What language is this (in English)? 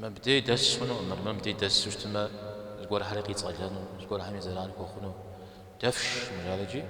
Kabardian